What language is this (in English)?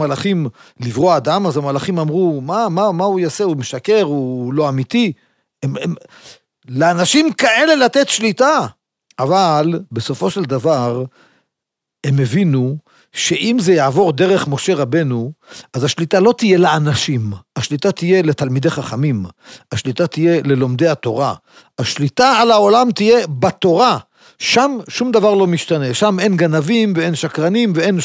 Hebrew